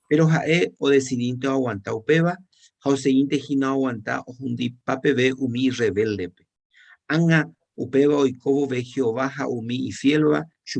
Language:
Guarani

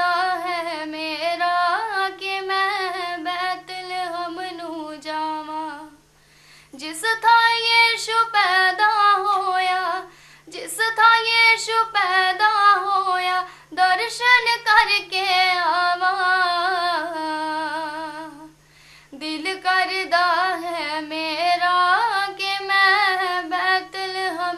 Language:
Punjabi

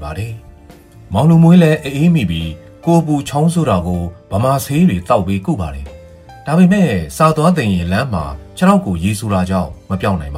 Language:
Burmese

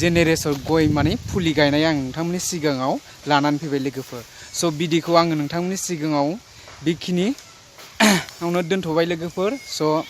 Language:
Bodo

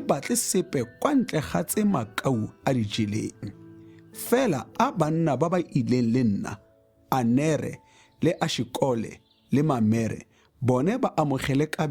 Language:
Tswana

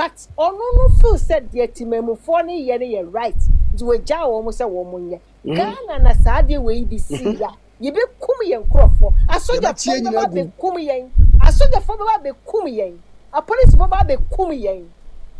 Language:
Akan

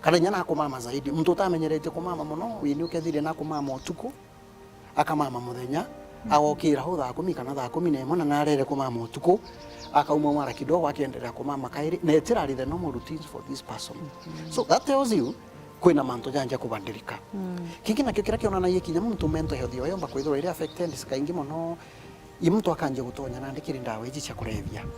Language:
Meru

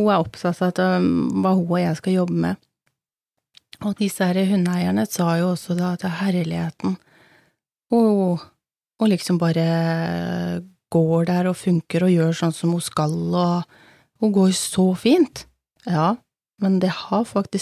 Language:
Norwegian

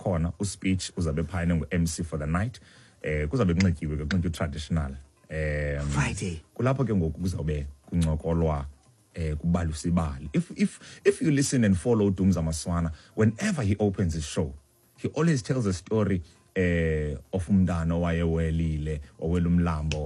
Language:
Xhosa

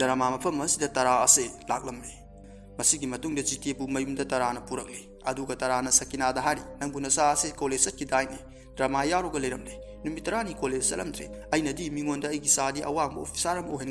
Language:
Manipuri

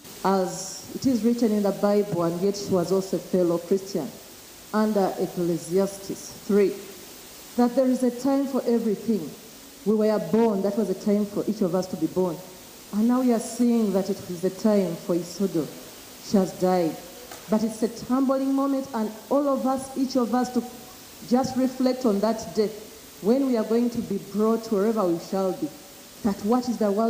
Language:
Nyankole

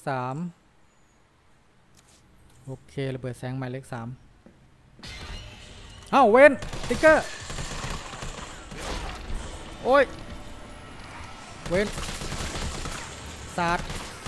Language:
Thai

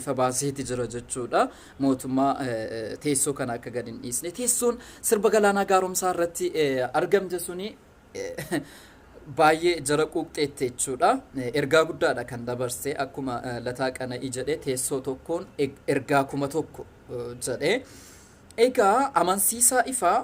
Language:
Oromo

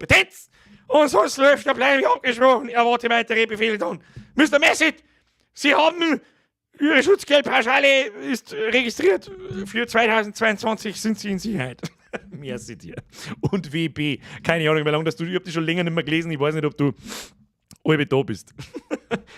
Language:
Bavarian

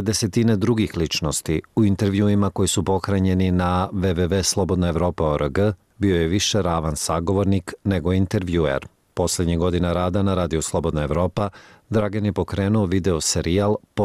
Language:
Serbian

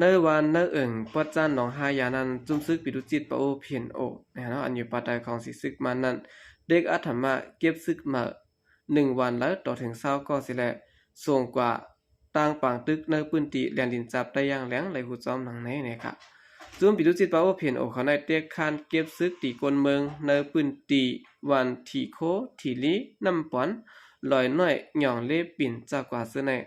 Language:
Shan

